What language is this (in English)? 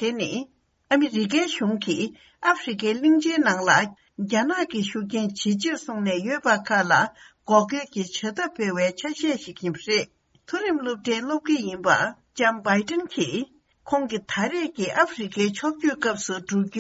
Tibetan